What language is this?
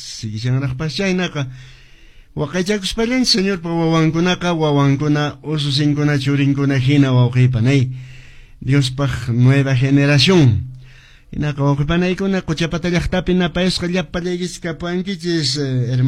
Quechua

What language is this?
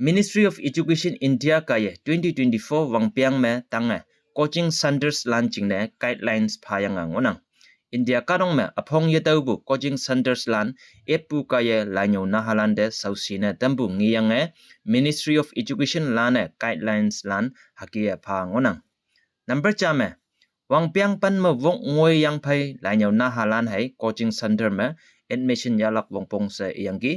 Konyak Naga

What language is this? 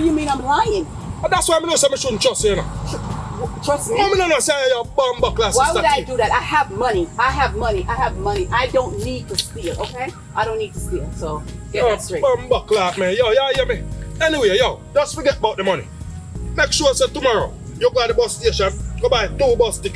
Jamaican Creole English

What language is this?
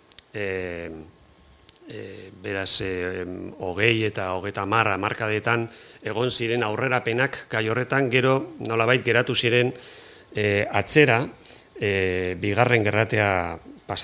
Basque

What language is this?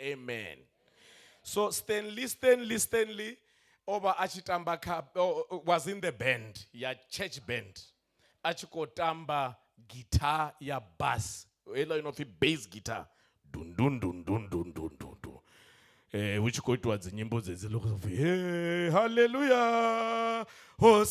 Venda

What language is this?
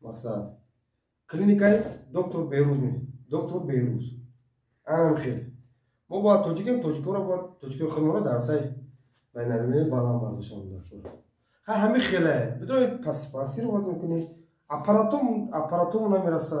Tajik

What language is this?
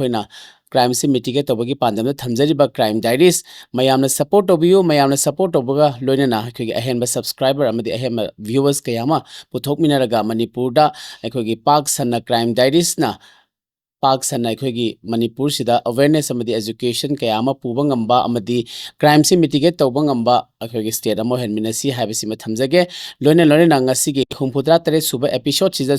Manipuri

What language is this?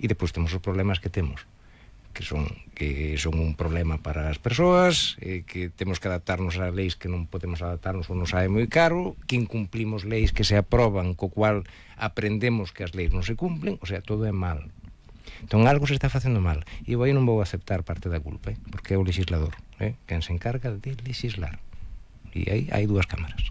Galician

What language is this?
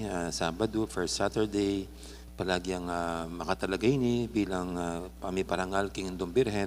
Pampanga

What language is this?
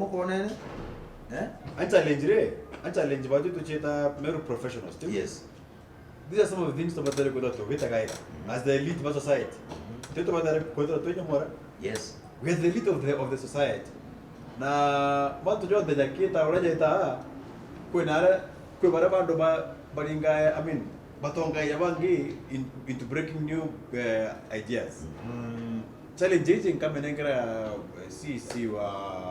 Meru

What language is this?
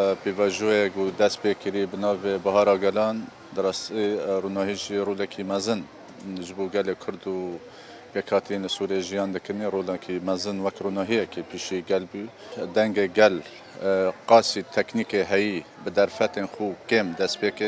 Kurdish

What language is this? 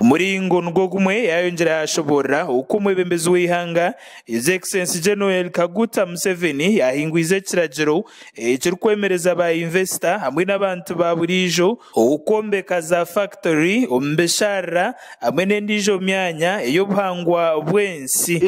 Nyankole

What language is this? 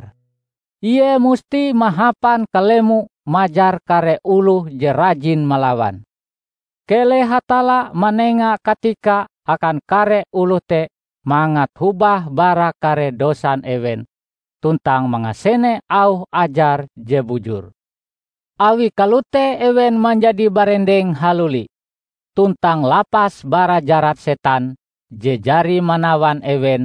Ngaju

